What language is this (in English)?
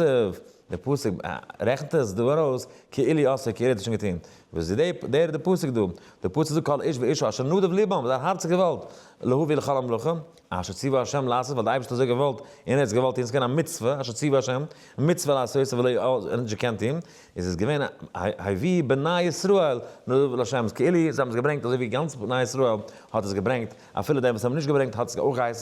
Yiddish